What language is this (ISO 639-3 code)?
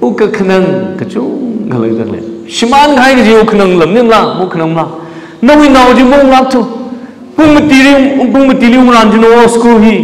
nmf